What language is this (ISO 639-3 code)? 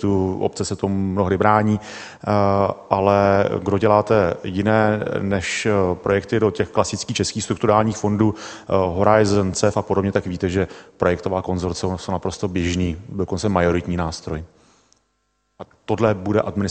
ces